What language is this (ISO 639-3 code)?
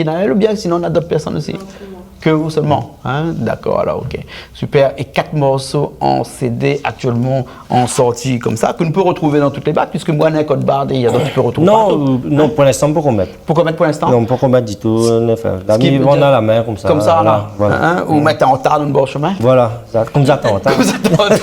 rcf